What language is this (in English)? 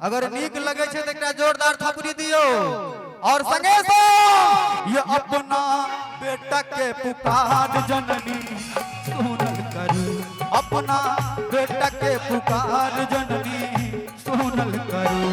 Maithili